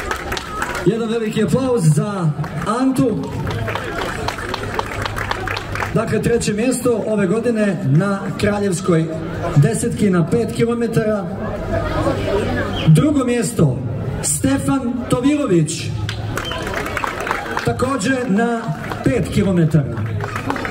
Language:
Bosnian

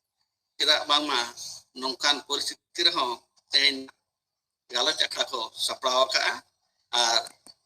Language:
Santali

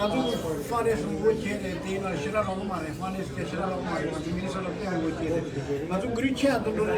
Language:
Tibetan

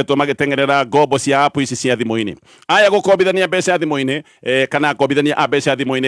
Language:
Kikuyu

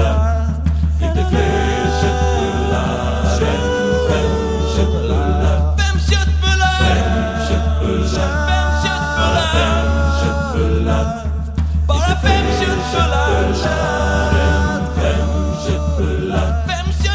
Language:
Swedish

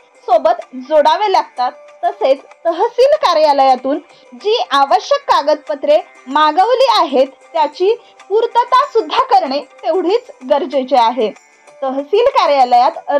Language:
Marathi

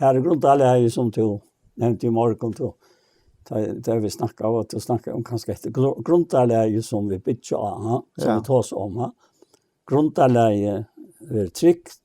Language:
Faroese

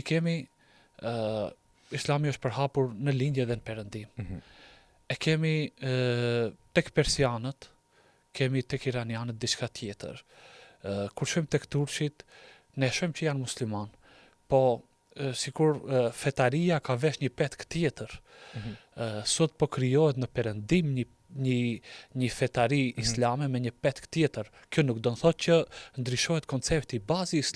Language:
Albanian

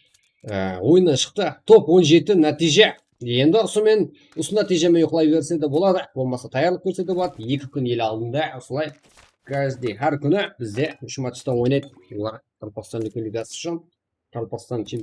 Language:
Kara-Kalpak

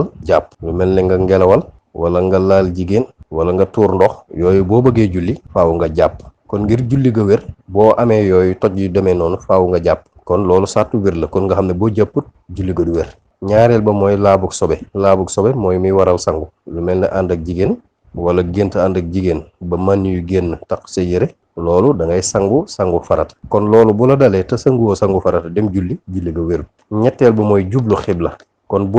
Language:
Wolof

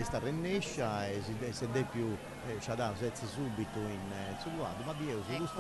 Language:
Sardinian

